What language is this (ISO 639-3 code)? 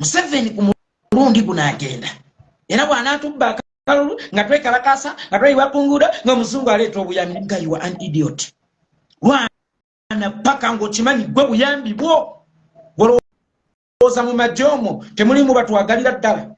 lug